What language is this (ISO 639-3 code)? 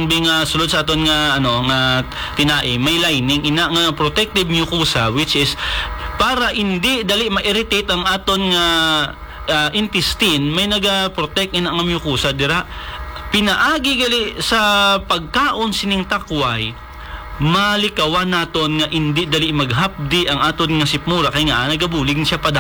hil